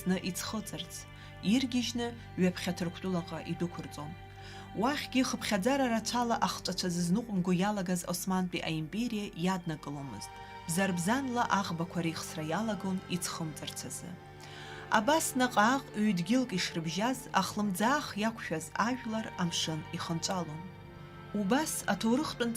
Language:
Abkhazian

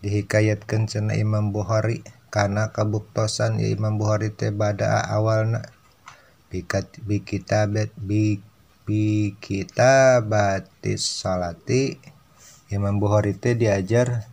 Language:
Sundanese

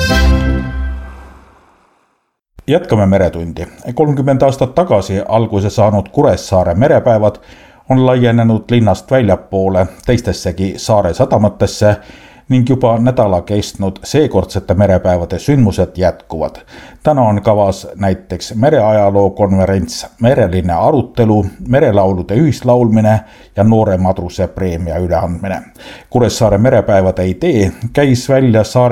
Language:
Estonian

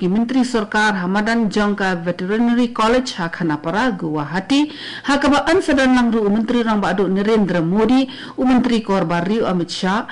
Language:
Khasi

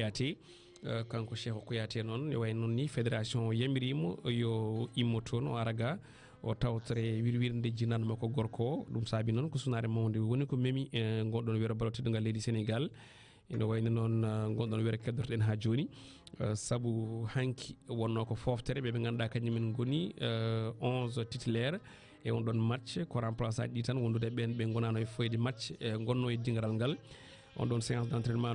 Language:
Fula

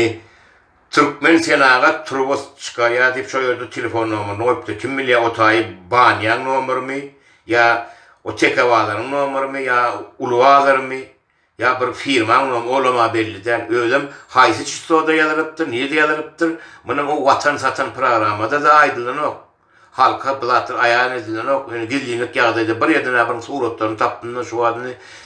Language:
Turkmen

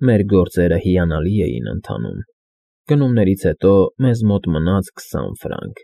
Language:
Armenian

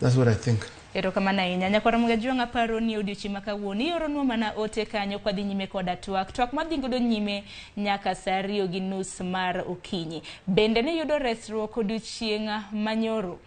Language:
Luo (Kenya and Tanzania)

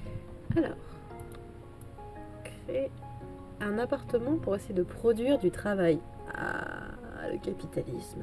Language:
French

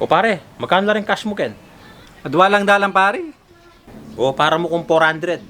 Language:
Pampanga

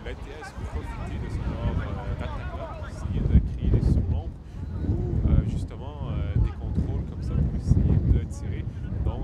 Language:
French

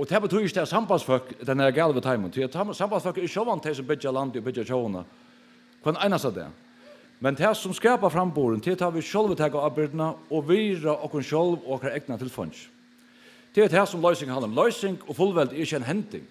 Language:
Faroese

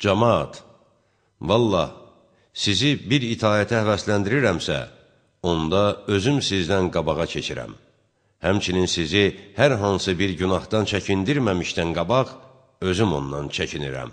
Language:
Azerbaijani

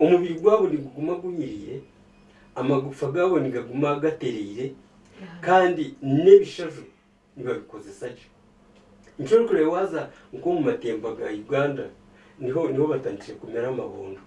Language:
Nyankole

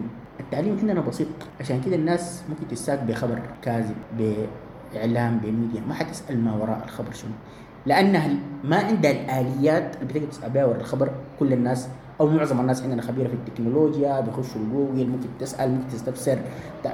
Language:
Sudanese Arabic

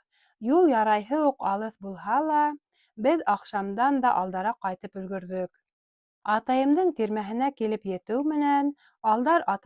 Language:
Bashkir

